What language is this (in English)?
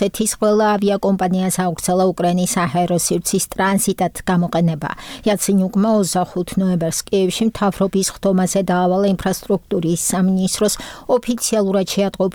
Georgian